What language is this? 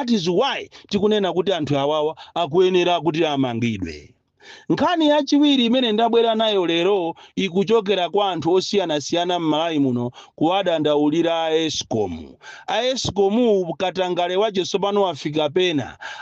Nyanja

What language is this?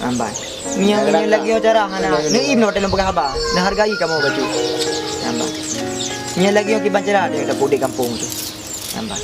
Achinese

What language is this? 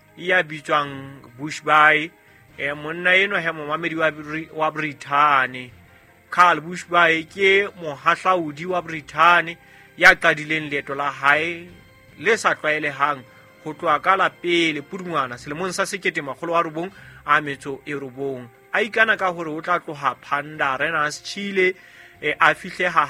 Southern Sotho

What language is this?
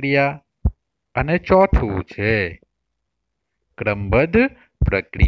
Gujarati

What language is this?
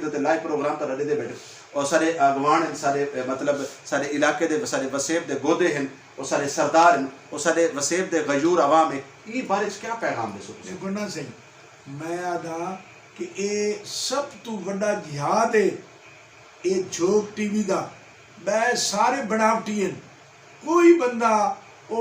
Saraiki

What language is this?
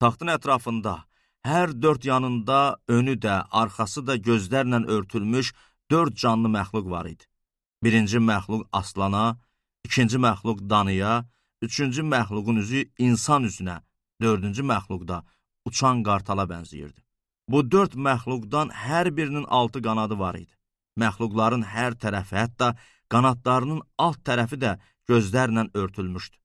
Azerbaijani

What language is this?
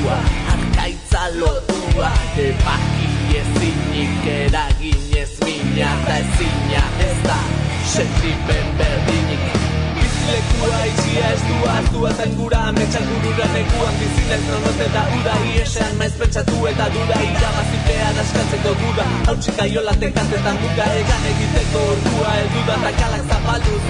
Basque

